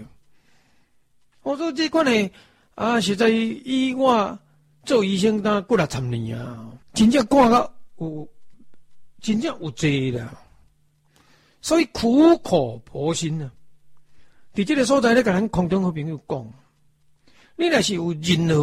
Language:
Min Nan Chinese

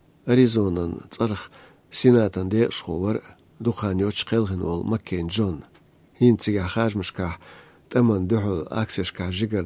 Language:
Chechen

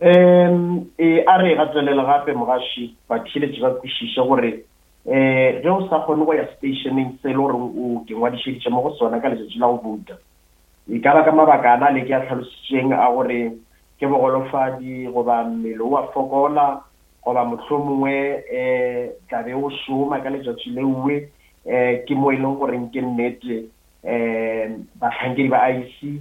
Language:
Northern Sotho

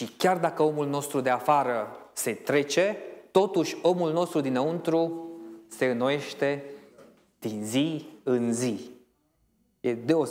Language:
Romanian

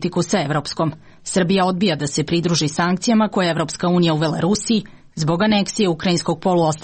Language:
Serbian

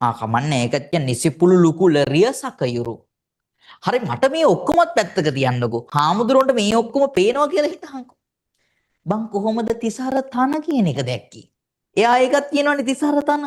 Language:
Sinhala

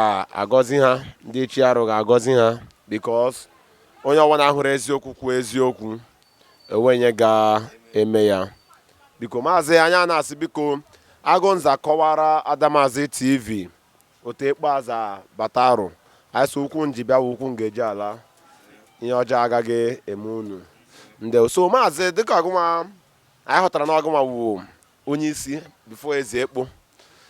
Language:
Igbo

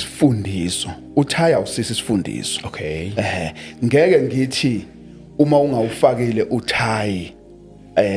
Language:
Zulu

